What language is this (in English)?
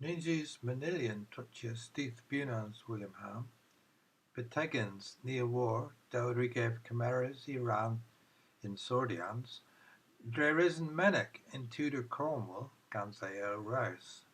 Cornish